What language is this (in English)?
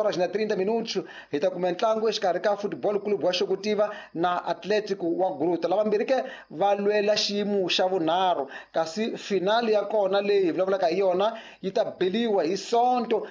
Tsonga